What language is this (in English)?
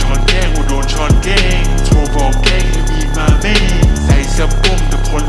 Thai